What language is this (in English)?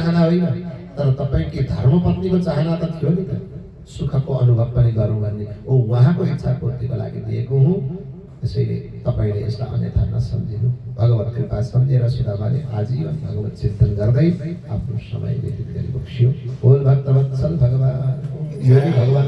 Nepali